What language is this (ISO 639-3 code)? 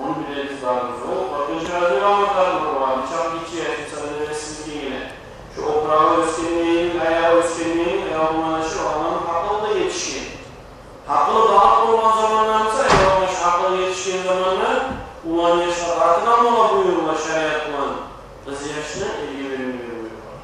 kum